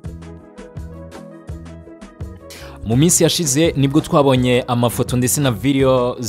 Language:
Kinyarwanda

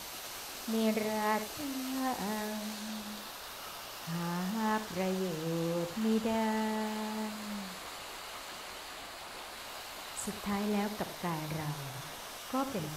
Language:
Thai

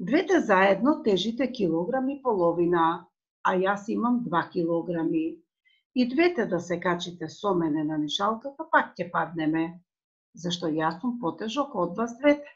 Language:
Macedonian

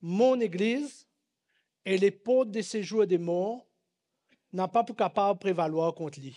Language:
Morisyen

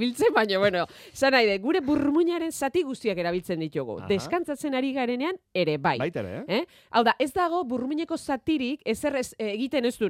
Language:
Basque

